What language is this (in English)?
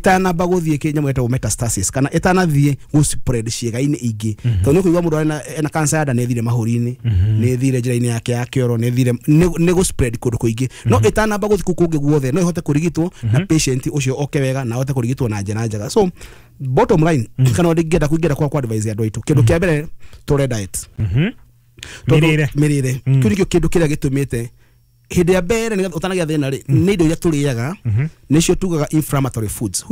Kikuyu